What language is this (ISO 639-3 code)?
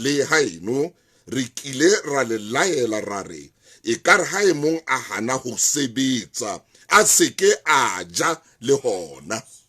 sot